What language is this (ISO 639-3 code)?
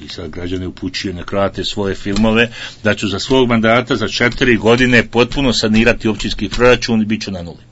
bos